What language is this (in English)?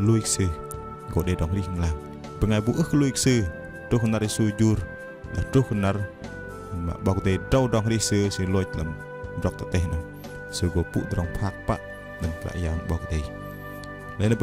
Bahnar